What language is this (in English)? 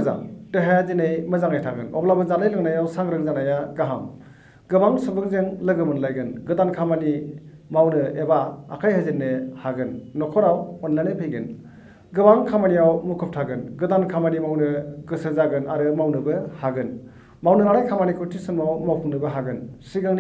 Bodo